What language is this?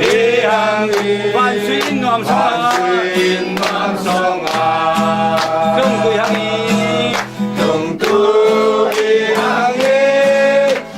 Falam Chin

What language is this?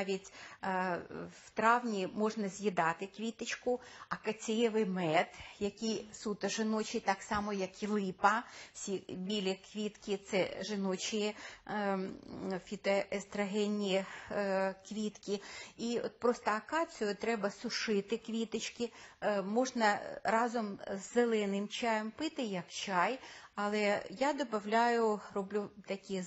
Ukrainian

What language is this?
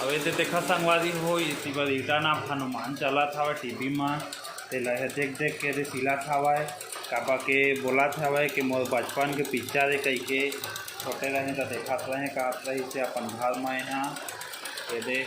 Chhattisgarhi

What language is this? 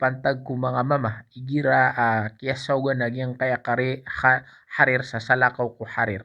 Maranao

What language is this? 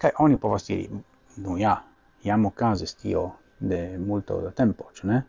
Esperanto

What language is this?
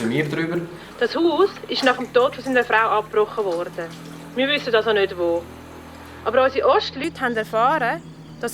Swiss German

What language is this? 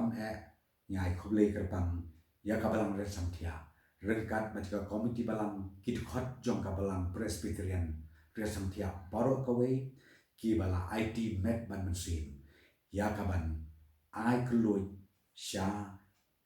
Khasi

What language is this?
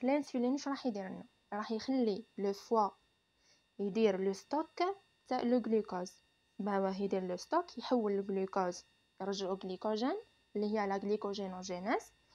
Algerian Arabic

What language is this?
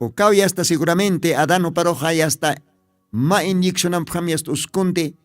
Aymara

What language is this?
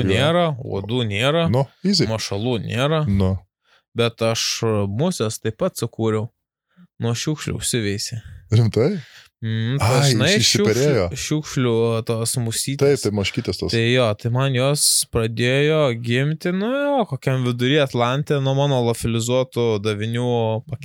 Lithuanian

